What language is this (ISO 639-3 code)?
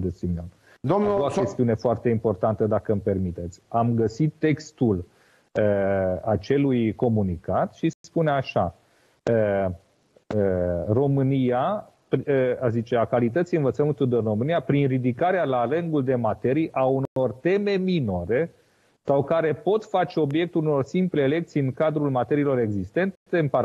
ron